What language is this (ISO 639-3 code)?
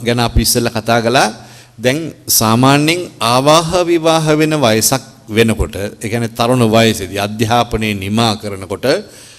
sin